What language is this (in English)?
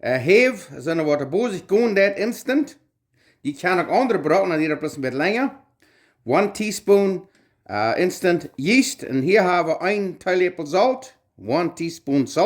Plautdietsch